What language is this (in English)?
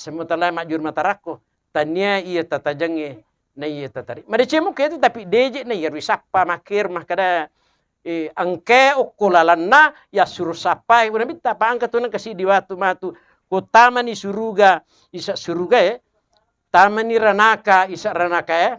Buginese